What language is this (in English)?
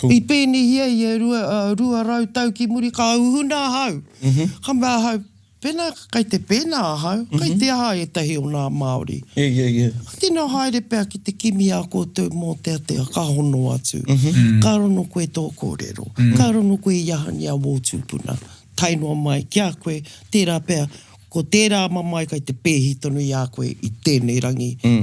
Māori